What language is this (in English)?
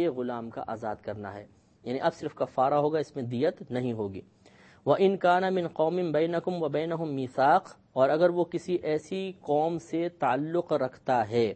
Urdu